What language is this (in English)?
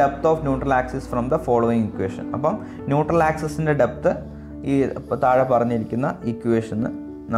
Malayalam